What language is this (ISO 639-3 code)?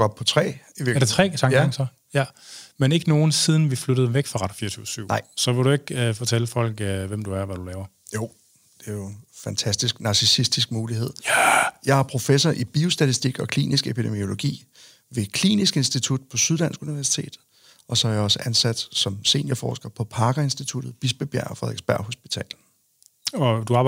dan